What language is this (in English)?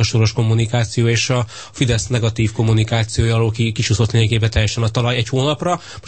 Hungarian